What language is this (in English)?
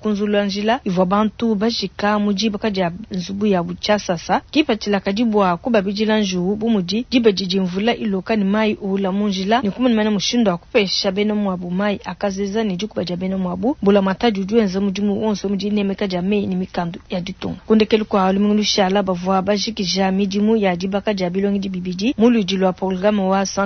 Luba-Lulua